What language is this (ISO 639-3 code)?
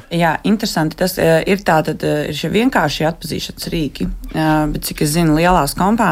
lav